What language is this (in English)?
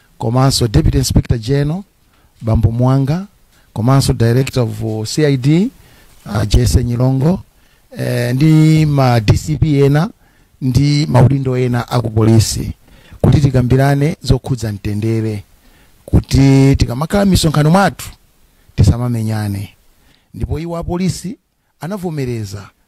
Nyanja